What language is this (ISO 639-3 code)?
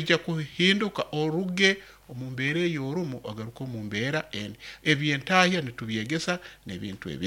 nyo